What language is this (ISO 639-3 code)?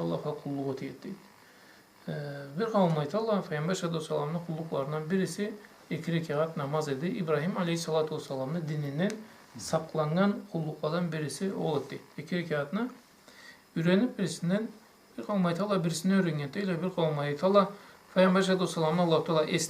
krc